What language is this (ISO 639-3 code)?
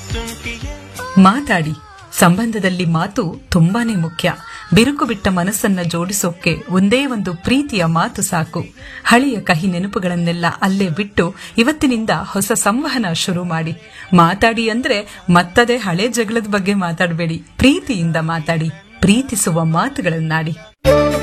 kan